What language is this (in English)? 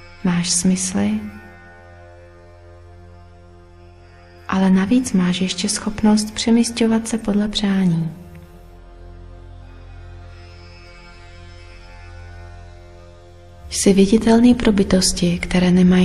Czech